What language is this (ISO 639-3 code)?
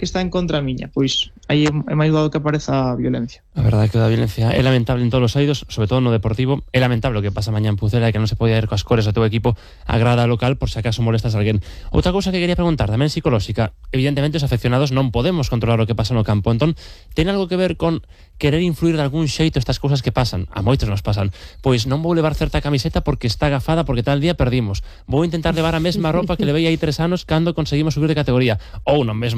glg